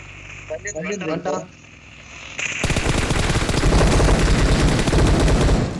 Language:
Tamil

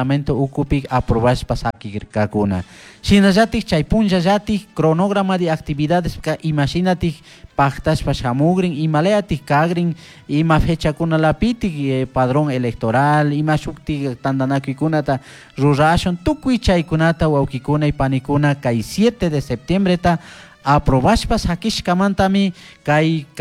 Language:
Chimborazo Highland Quichua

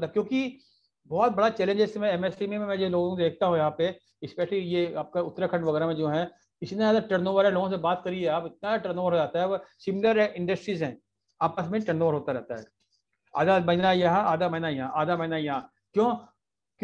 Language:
Hindi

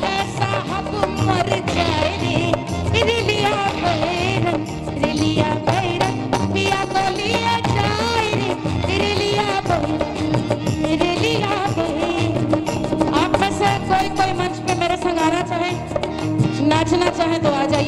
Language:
Bhojpuri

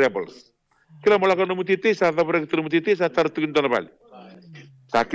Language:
Fijian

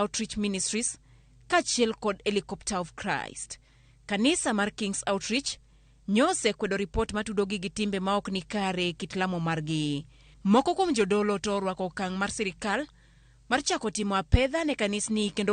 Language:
Luo (Kenya and Tanzania)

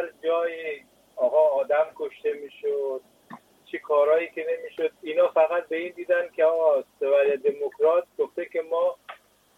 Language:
Persian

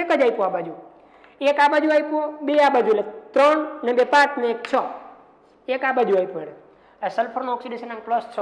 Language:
Gujarati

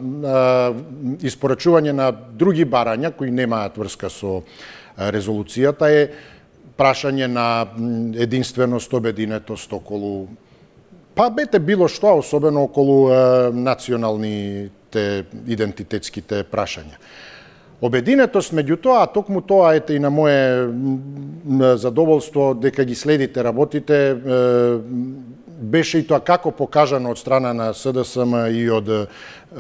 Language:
Macedonian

